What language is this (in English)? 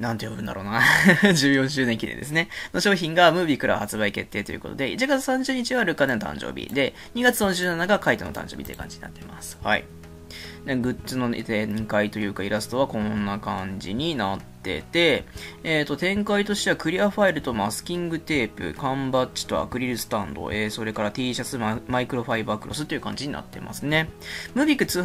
Japanese